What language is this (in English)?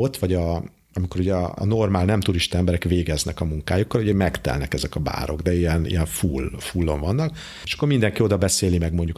Hungarian